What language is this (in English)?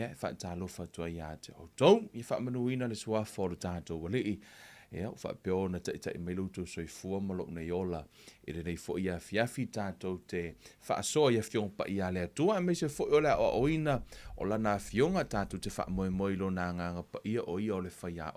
Samoan